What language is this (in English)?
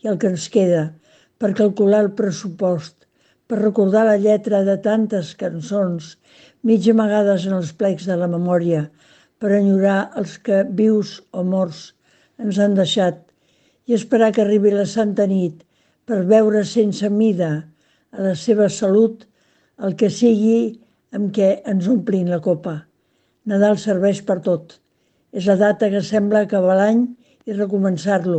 Catalan